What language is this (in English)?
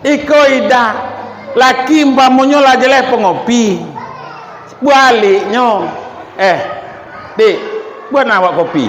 Minangkabau